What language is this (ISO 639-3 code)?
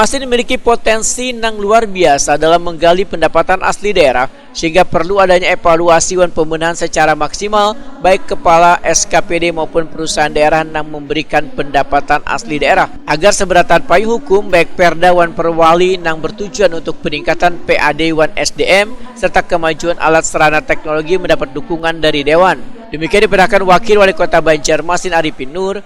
bjn